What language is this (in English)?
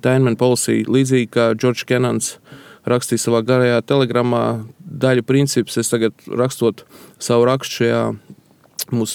Latvian